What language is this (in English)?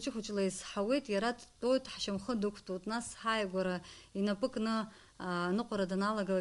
Abkhazian